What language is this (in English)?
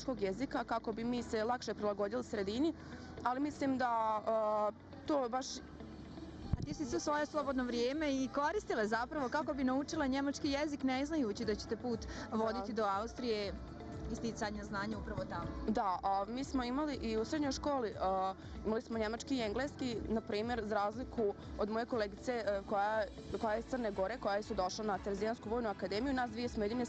Bosnian